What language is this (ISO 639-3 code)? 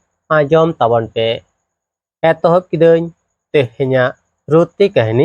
sat